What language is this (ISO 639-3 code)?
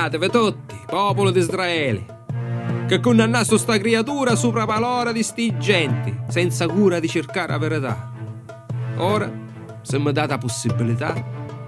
scn